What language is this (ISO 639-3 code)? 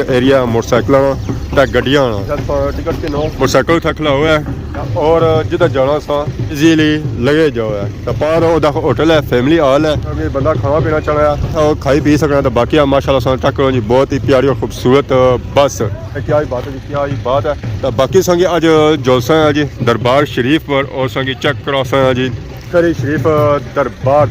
phr